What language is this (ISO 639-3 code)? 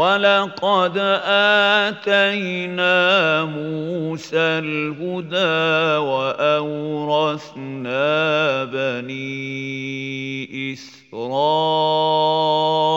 ara